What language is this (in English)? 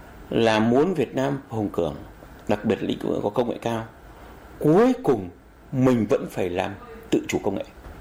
Vietnamese